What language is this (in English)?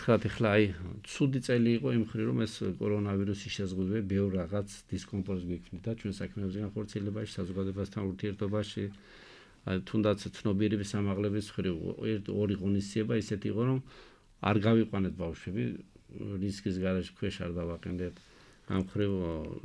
Georgian